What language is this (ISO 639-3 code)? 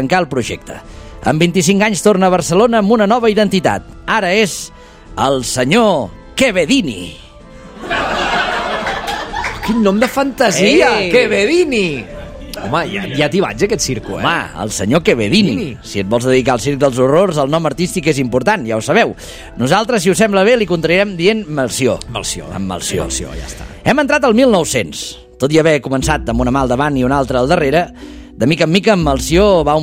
cat